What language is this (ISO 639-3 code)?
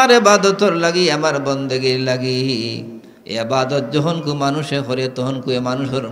syl